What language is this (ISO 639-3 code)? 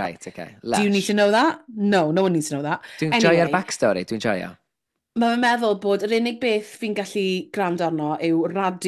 cym